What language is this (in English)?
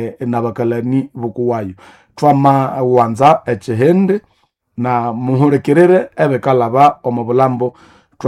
Nande